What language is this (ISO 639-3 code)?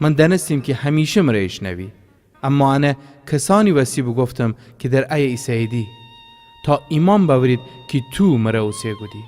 glk